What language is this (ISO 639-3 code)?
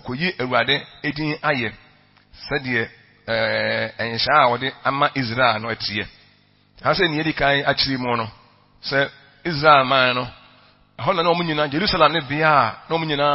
aka